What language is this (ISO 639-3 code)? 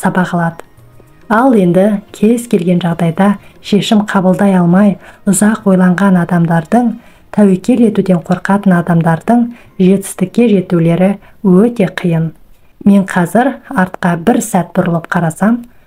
kaz